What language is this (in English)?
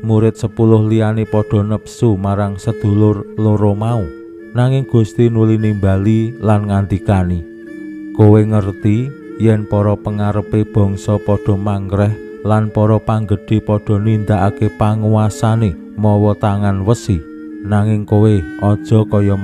Javanese